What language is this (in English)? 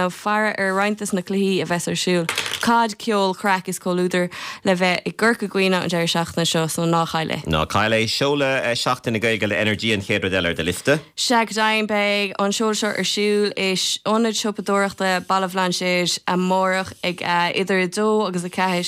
Irish